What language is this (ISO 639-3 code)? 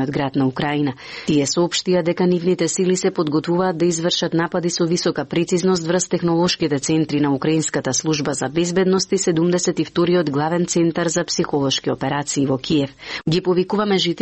mkd